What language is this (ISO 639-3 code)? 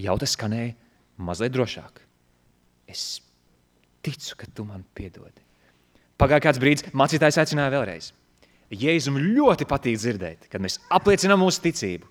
lav